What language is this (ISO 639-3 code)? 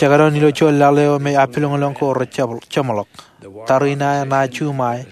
mah